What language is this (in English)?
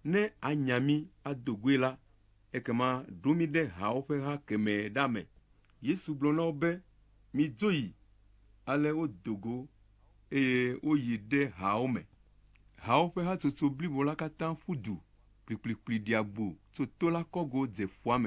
Ewe